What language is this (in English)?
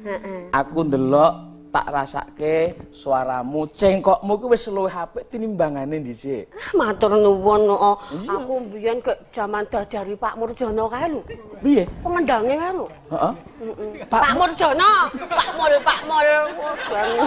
Javanese